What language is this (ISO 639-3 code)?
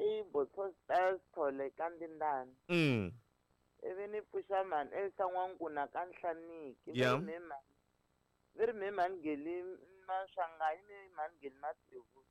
tso